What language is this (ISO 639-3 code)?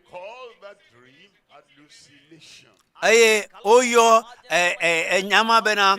ewe